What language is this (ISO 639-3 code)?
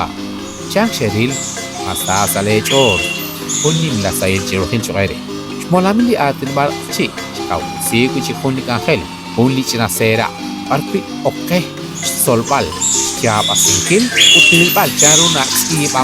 kek